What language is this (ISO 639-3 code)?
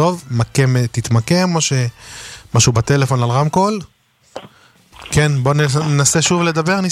heb